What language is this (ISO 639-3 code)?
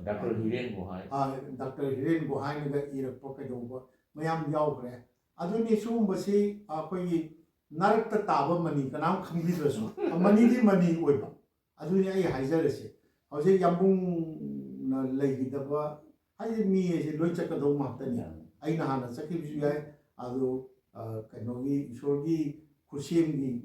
mni